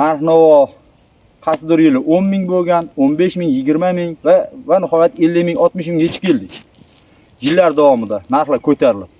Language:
Uzbek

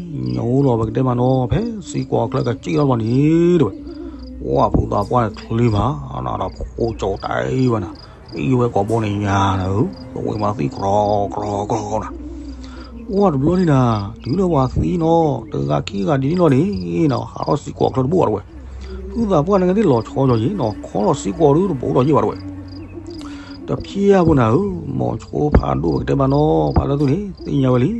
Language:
S'gaw Karen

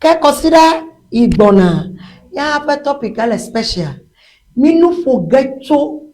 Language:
Ewe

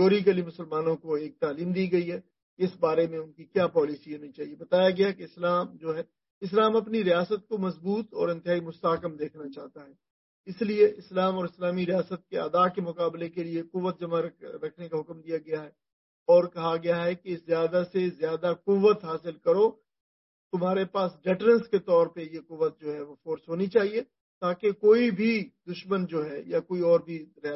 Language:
Urdu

